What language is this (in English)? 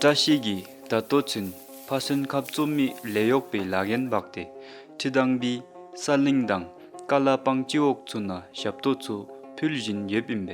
Dzongkha